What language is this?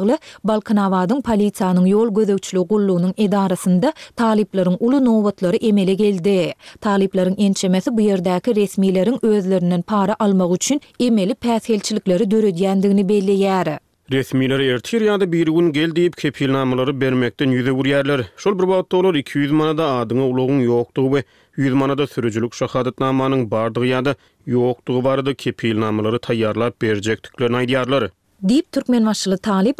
Turkmen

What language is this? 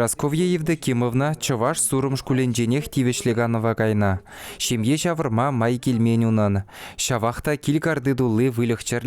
Chuvash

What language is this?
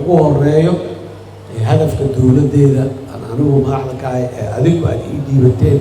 Somali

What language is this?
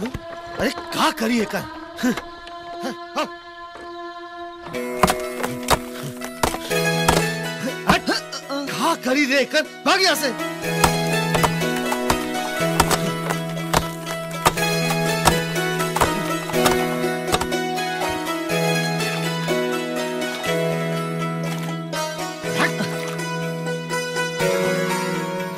Bhojpuri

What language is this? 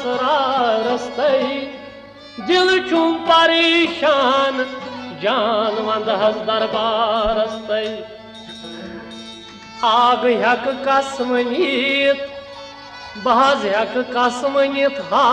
Kashmiri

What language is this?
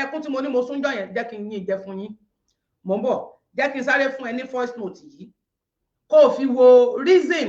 Yoruba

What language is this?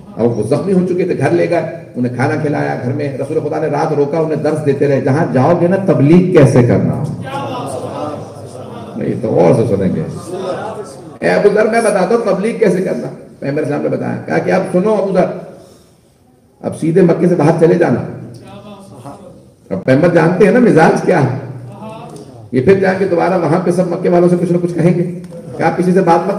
Urdu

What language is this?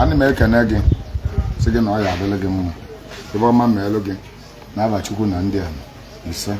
Igbo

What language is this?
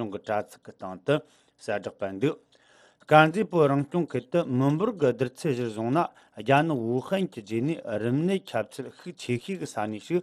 Tibetan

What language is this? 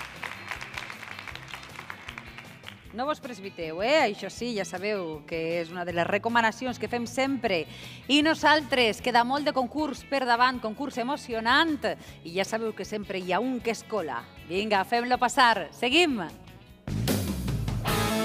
Catalan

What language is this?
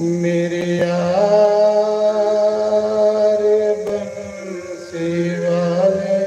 Dogri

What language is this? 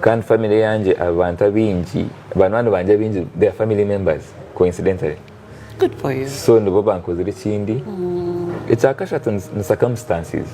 Nyankole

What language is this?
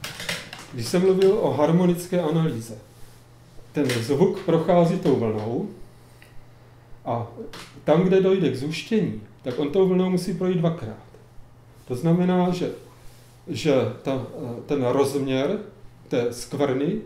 Czech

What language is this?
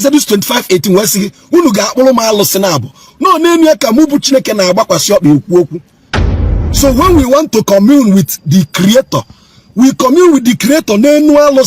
Igbo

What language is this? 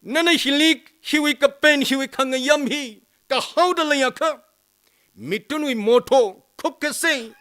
Tangkhul Naga (India)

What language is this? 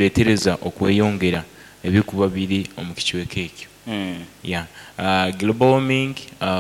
Nyoro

